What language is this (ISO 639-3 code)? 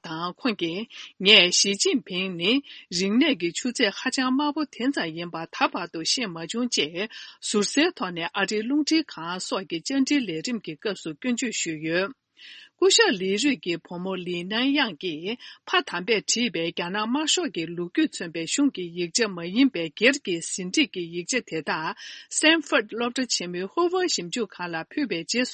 bod